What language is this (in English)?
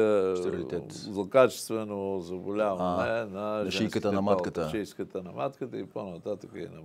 Bulgarian